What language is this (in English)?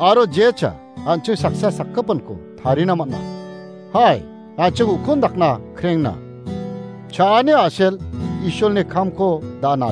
Garo